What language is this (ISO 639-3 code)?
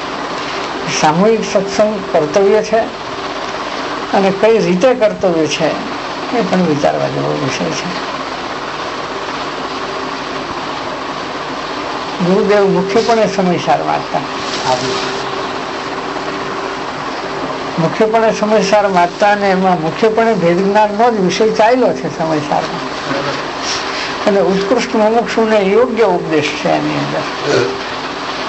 guj